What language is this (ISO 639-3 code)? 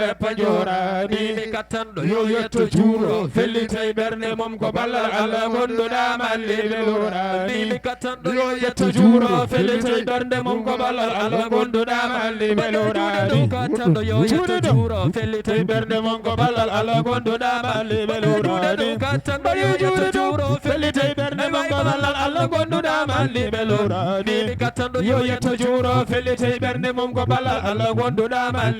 ful